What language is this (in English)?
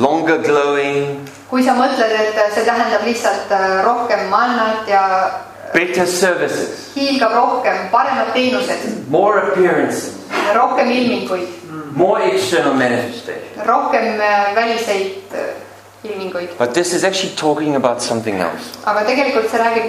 Estonian